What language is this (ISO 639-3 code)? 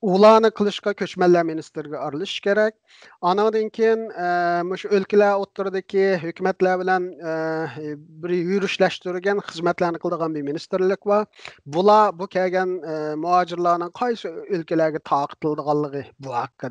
uig